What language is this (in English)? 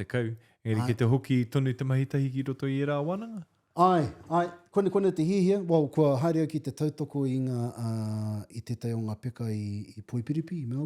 Māori